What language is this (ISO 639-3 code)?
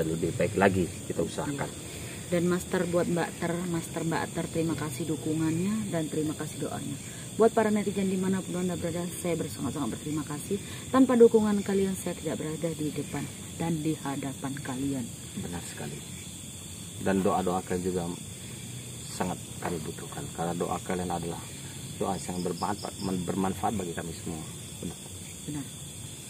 ind